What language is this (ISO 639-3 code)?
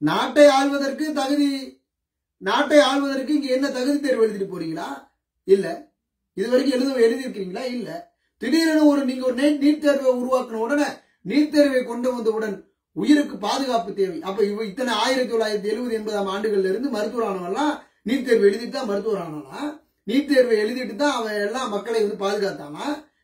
tam